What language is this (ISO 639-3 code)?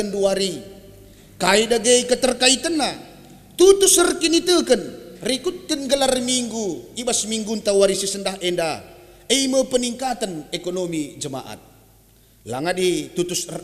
btx